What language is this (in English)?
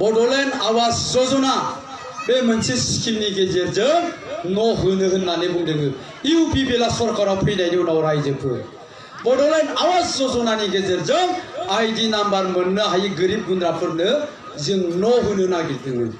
Bodo